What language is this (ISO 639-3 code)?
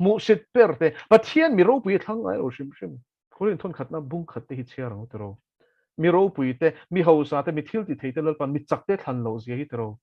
lus